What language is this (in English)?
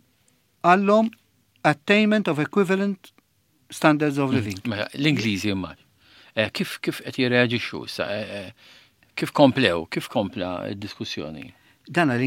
Maltese